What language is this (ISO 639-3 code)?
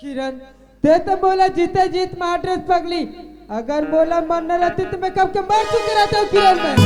hne